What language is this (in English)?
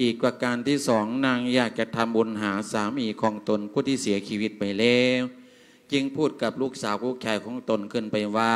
Lao